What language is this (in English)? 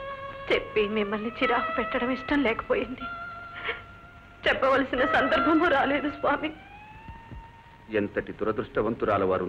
Telugu